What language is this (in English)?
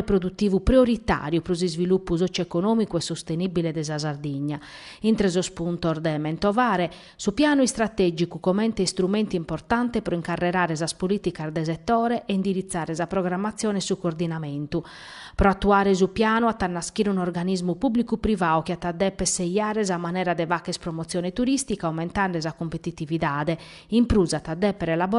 Sardinian